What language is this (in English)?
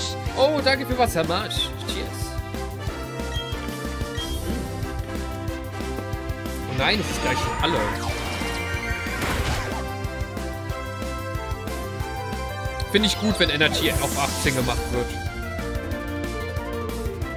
German